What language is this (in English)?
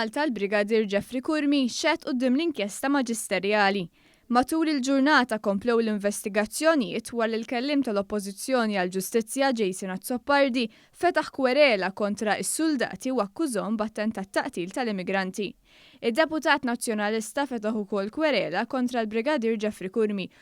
Maltese